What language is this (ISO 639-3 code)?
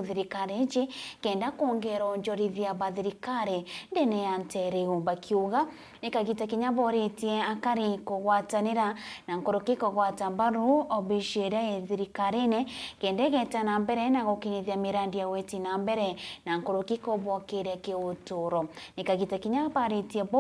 mer